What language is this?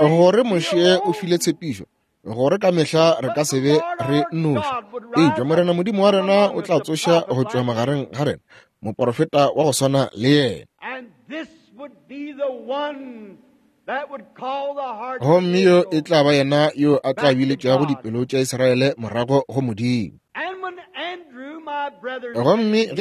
Northern Sotho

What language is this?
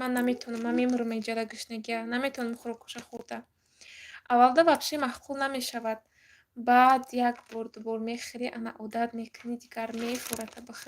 Tajik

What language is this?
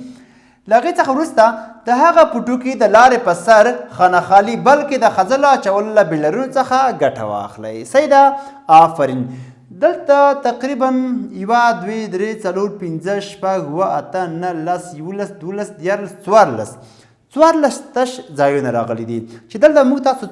Pashto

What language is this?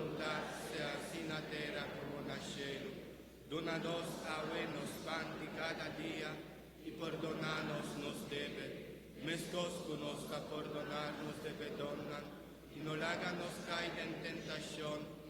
Papiamento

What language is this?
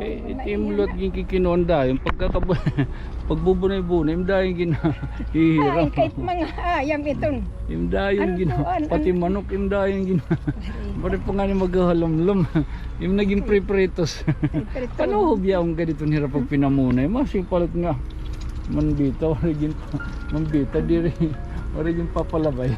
Waray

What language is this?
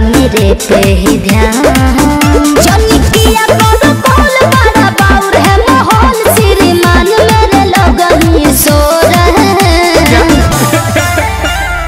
Bhojpuri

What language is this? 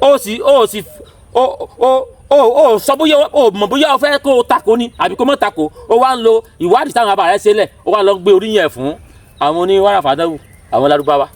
Yoruba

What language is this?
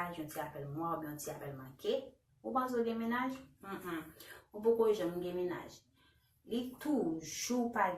Haitian Creole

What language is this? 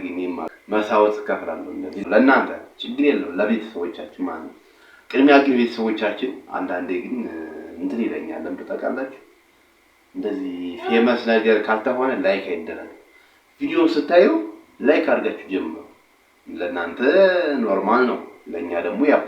Amharic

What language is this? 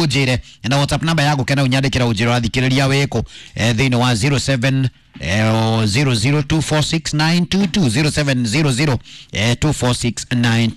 Kikuyu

